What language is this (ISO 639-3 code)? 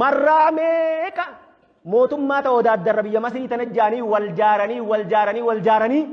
orm